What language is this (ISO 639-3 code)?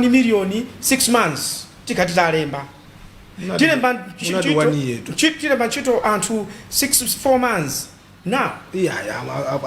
nya